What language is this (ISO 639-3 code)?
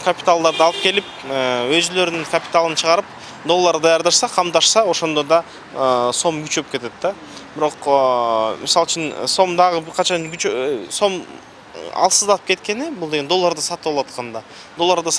kir